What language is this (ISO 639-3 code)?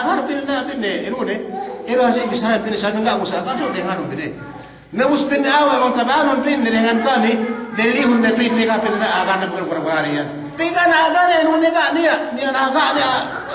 yka